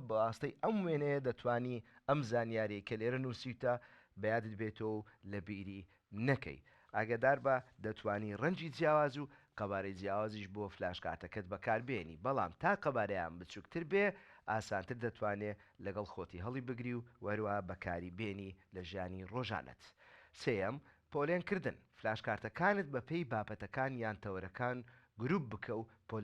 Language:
Central Kurdish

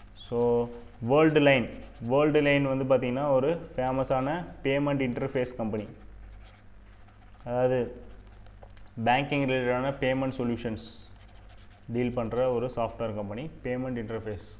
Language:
Tamil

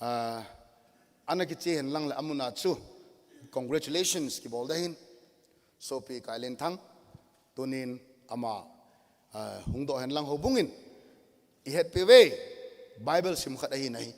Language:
Thado Chin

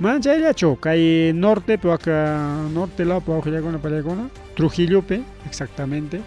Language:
Ayacucho Quechua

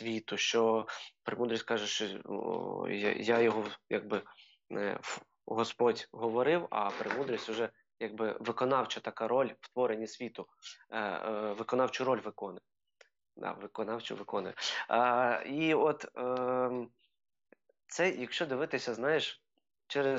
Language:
Ukrainian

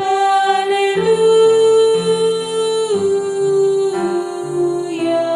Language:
Batak Karo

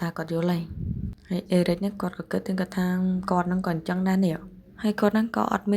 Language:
Khmer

